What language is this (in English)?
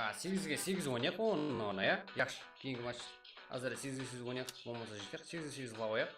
Kara-Kalpak